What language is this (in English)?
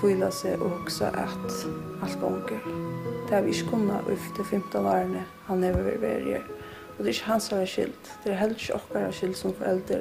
Faroese